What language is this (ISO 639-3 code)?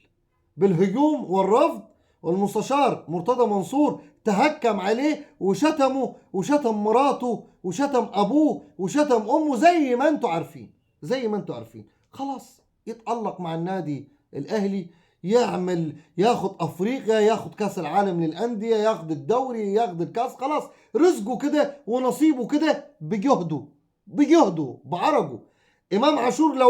arz